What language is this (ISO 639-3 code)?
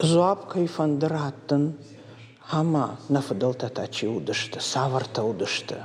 oss